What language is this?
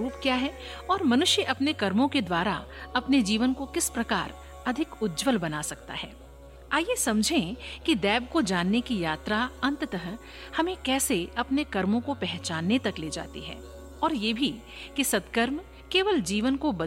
Hindi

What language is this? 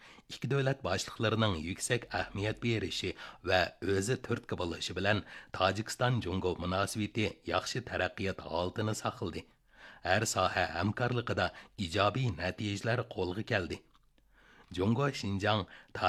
Uyghur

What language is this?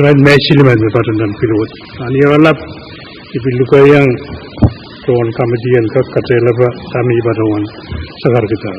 Pohnpeian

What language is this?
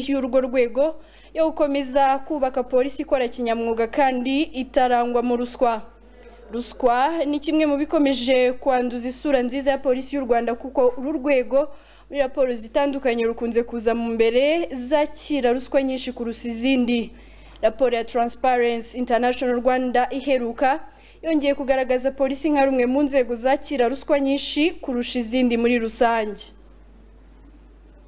Kinyarwanda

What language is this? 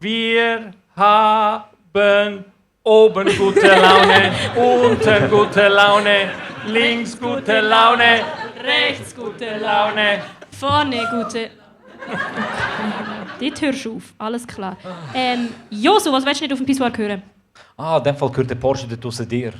Swiss German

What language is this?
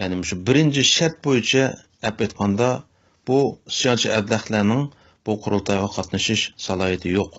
Uyghur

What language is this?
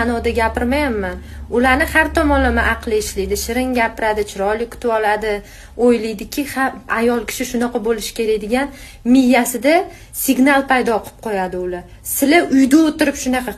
Uzbek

